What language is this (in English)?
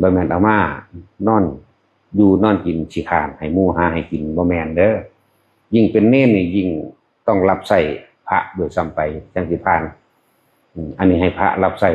Northeastern Thai